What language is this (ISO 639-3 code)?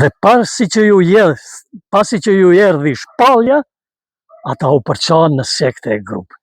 sqi